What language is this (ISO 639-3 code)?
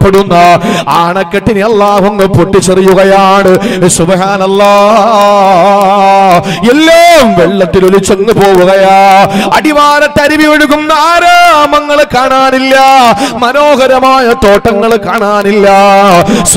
mal